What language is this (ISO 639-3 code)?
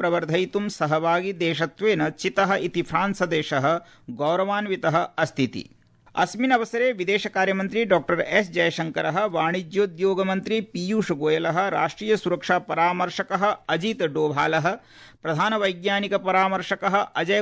san